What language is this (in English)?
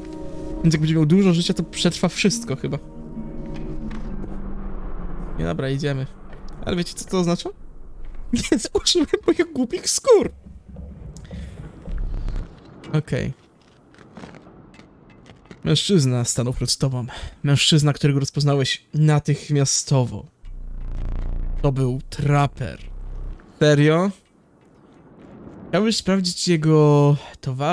Polish